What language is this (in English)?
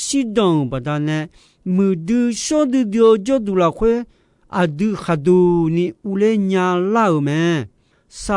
Akha